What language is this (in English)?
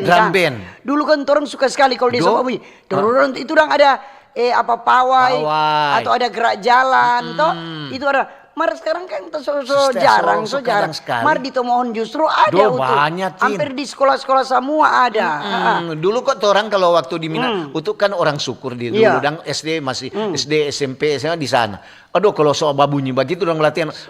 Manado Malay